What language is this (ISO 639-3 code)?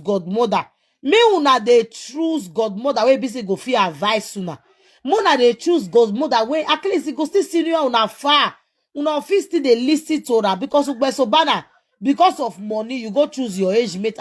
pcm